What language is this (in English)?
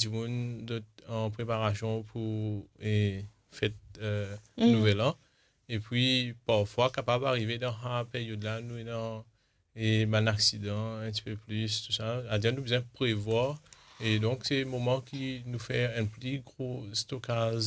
Morisyen